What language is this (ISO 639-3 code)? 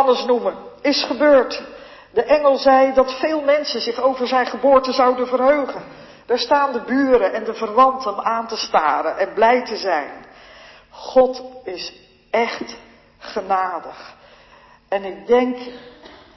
nld